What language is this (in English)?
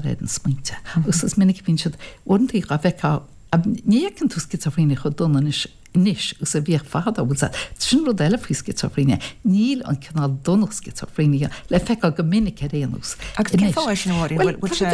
Irish